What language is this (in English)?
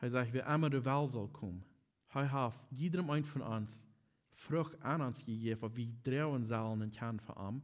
Plautdietsch